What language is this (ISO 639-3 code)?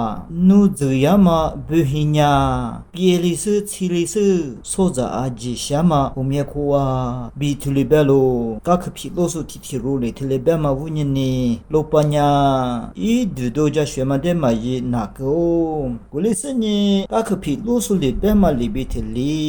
lis